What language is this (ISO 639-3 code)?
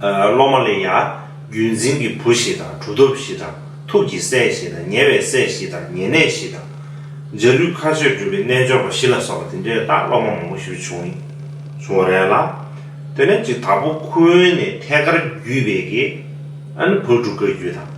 bod